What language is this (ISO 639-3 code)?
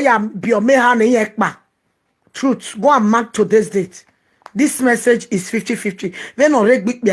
pcm